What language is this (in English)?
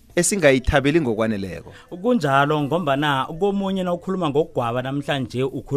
South Ndebele